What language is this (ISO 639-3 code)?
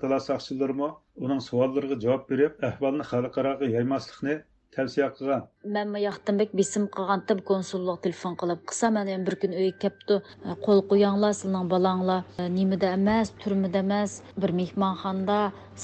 uig